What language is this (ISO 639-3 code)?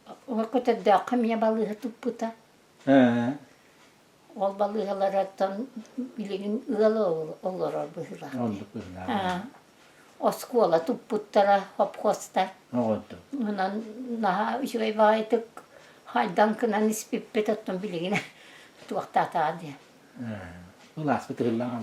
sah